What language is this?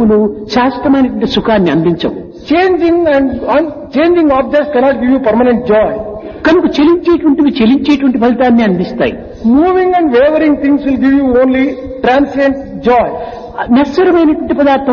Telugu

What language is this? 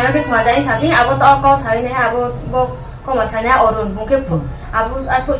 Riang (India)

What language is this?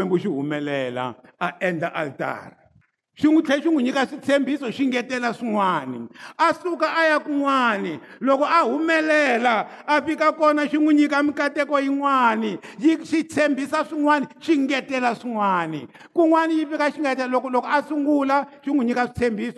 Tsonga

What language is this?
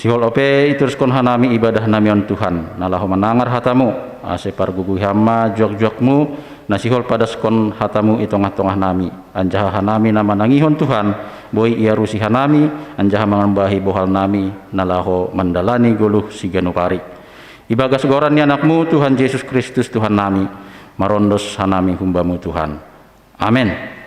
Batak Simalungun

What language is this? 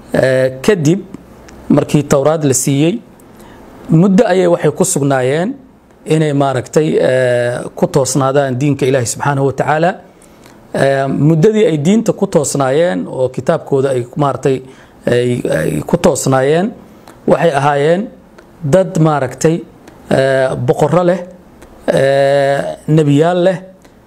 Somali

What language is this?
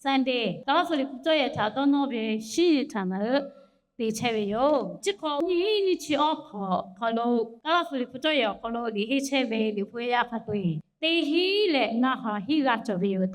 Lahu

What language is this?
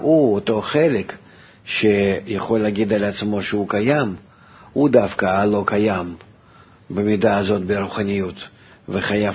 Hebrew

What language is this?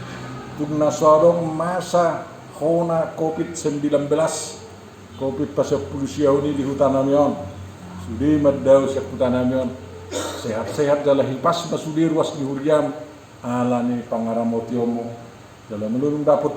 Batak Toba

